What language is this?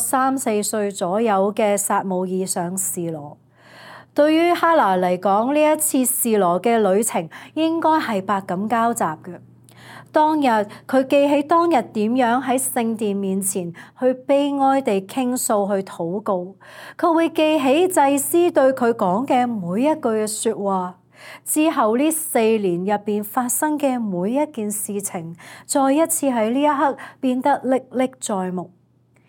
Cantonese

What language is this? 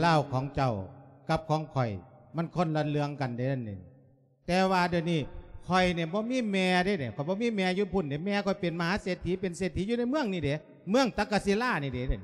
Lao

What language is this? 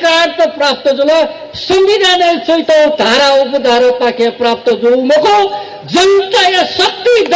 Newari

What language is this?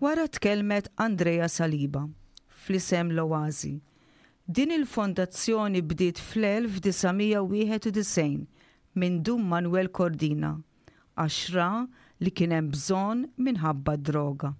Maltese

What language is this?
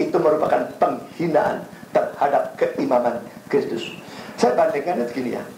Indonesian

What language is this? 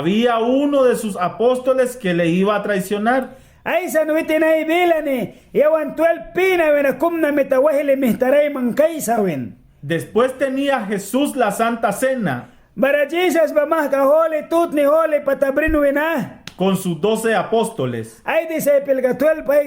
Mískito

